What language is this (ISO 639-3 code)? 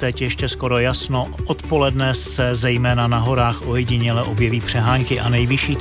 ces